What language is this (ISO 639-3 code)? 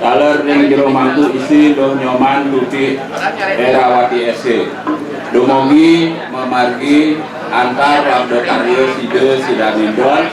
ban